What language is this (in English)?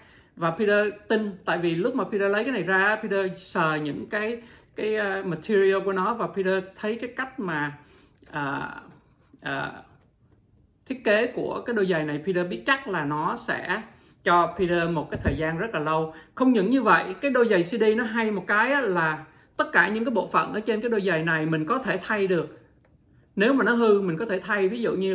Vietnamese